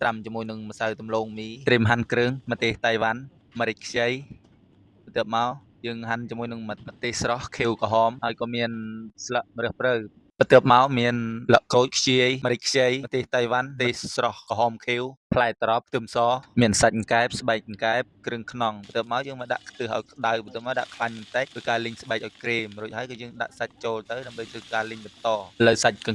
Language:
Khmer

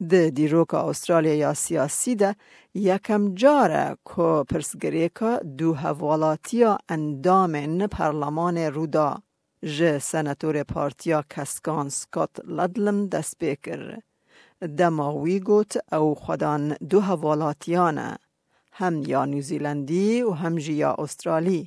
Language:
Kurdish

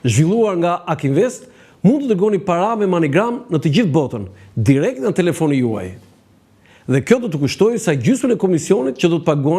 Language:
Albanian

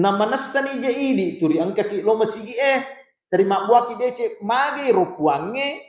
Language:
Buginese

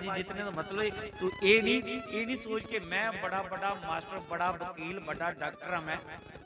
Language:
Dogri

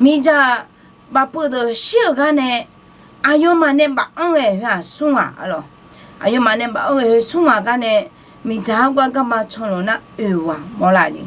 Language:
Akha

